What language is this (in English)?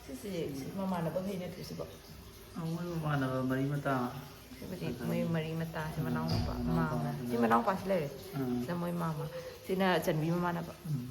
Manipuri